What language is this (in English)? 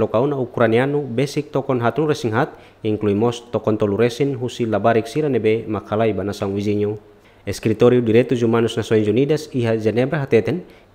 Tetum